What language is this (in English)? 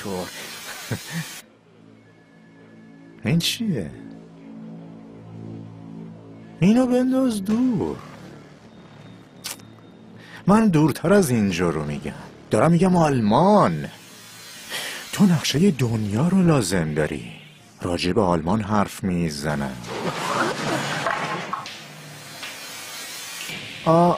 Persian